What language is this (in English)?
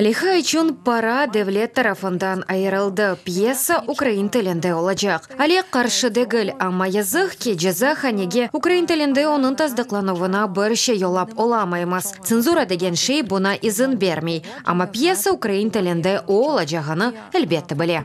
Crimean Tatar